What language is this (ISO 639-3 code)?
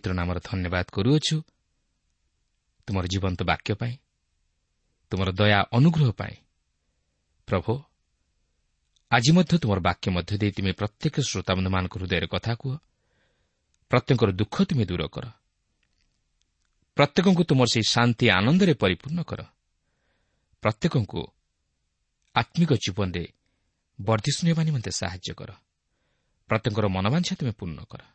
ori